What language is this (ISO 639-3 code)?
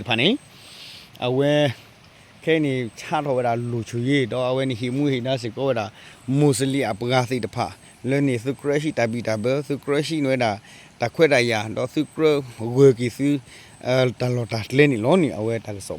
ksw